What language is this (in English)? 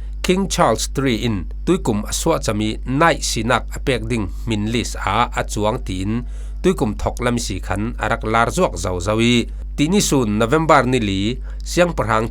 Falam Chin